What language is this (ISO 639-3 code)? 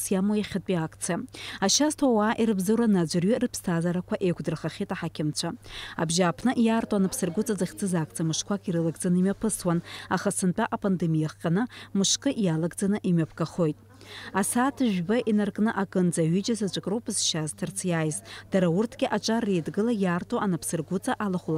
abk